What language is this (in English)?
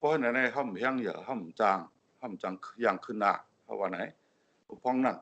Shan